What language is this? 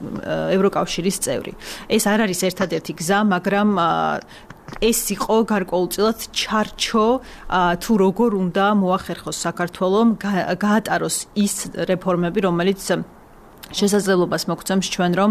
Georgian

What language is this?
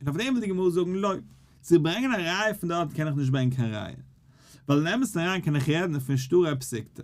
Yiddish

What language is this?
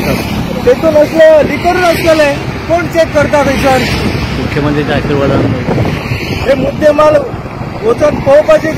Konkani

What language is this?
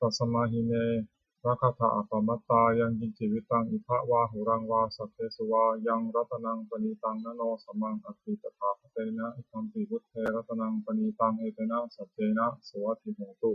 Pali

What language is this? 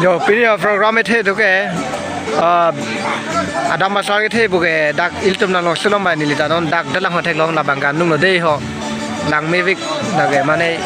Karbi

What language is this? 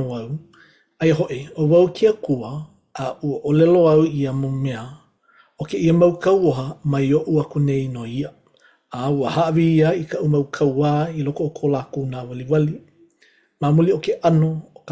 Hawaiian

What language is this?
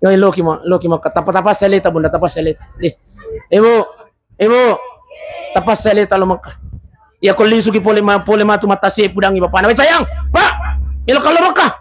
Buginese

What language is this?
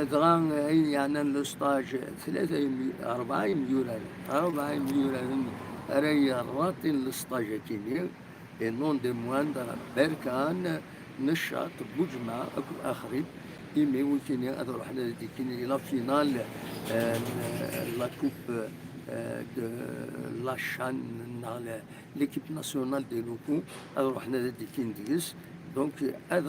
Kabyle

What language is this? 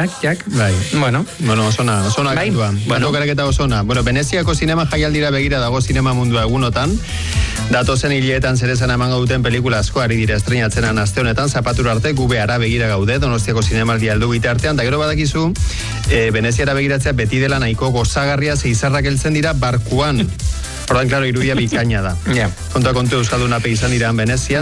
Basque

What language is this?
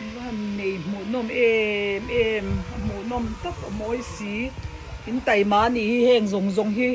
Mizo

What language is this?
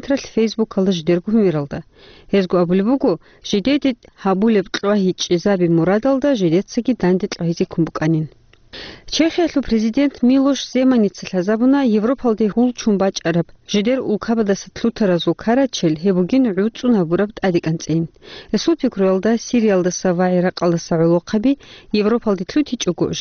Avaric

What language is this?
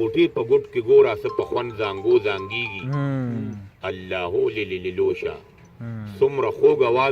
Pashto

